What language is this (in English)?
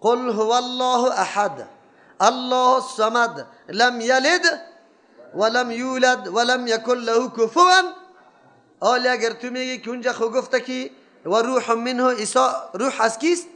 Persian